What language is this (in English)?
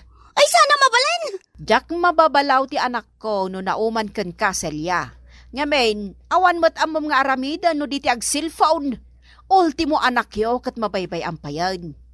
Iloko